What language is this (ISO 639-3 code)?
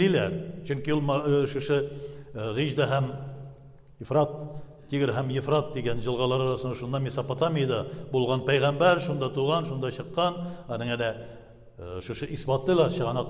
tat